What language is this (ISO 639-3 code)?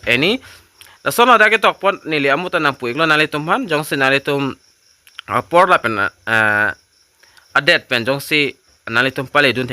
mjw